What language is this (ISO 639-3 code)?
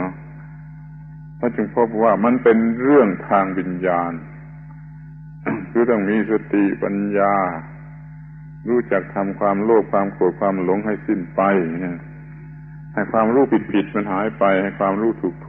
tha